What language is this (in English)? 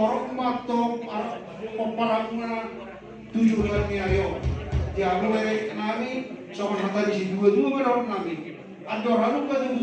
Batak Toba